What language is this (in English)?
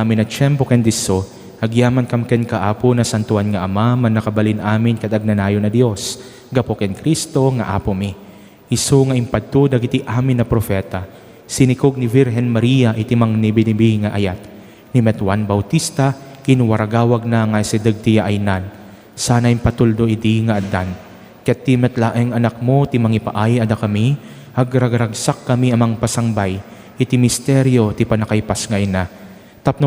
Iloko